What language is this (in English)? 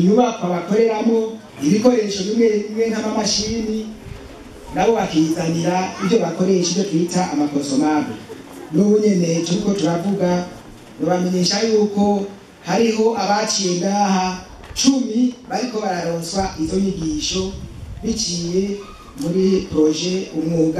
Rundi